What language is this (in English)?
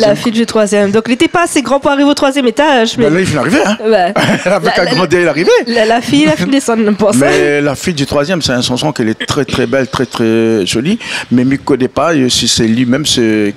Réunion Creole French